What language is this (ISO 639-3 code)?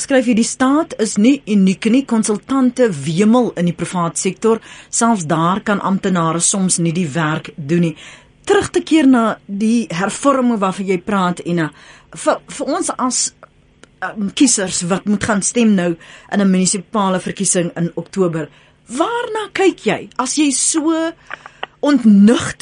afr